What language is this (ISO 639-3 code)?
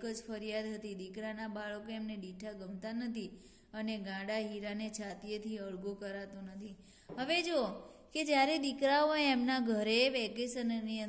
guj